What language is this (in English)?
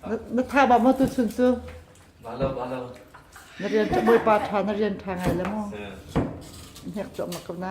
Hakha Chin